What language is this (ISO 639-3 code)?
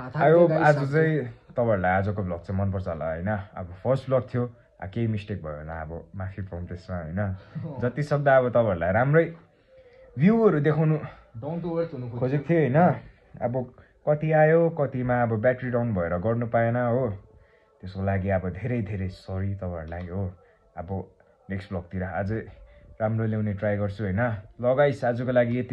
nep